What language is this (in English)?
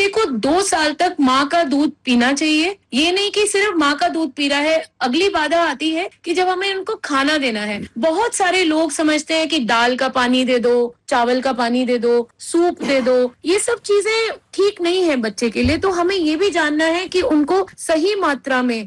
Hindi